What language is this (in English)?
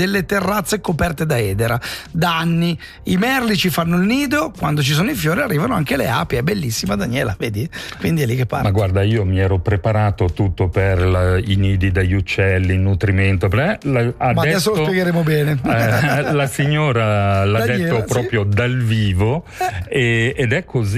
Italian